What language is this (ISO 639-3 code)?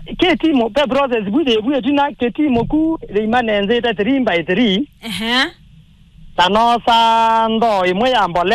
kam